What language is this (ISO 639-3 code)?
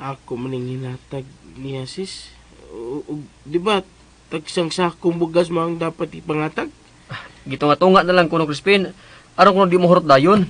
ceb